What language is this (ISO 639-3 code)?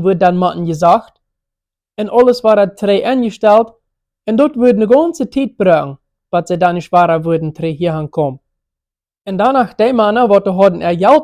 pdt